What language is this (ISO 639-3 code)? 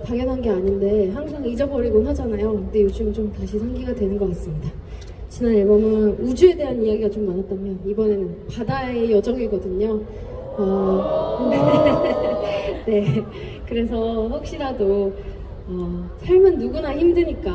kor